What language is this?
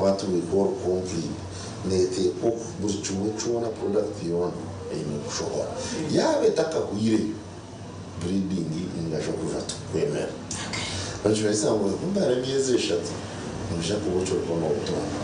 Nyankole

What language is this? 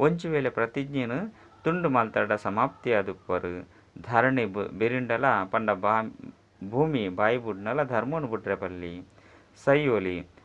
Tulu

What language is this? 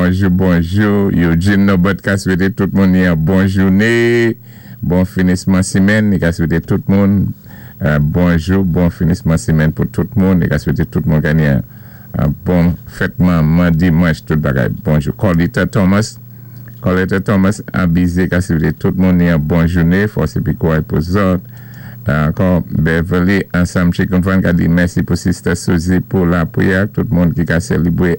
Saint Lucian Creole French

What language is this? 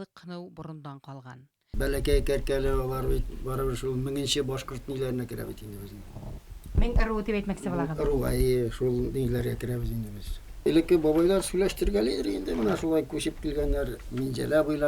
Bashkir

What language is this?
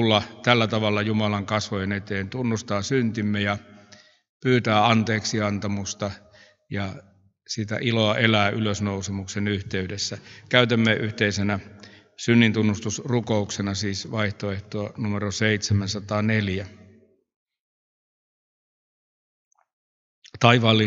Finnish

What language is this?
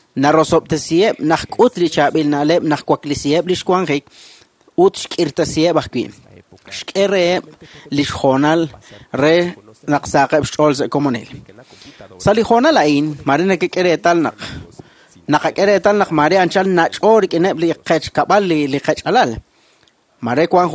Kekchí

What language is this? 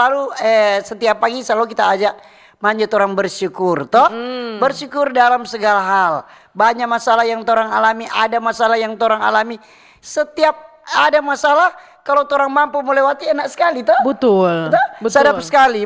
Manado Malay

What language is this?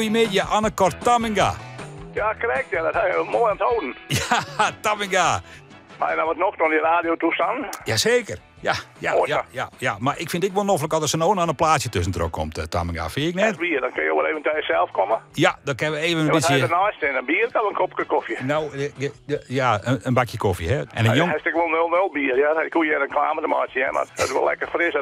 Western Frisian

